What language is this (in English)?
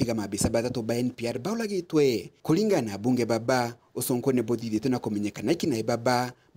Meru